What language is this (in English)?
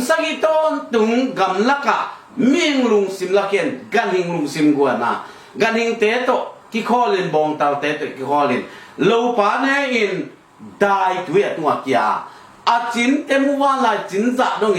Tedim Chin